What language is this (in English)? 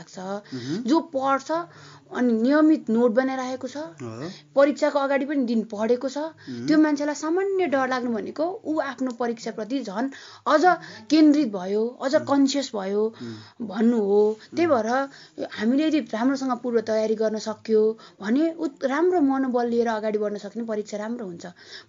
Nepali